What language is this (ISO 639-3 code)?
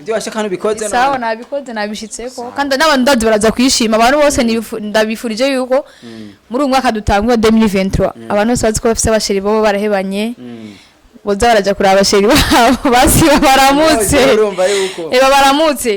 run